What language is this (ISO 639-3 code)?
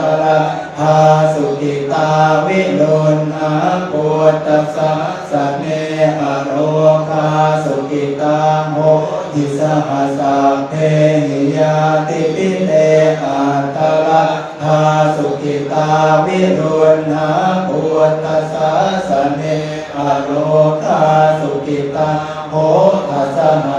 pli